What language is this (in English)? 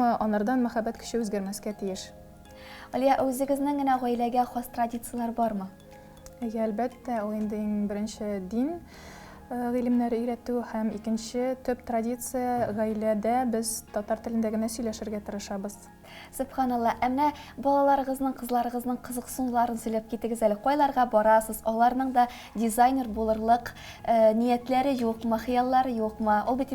Tatar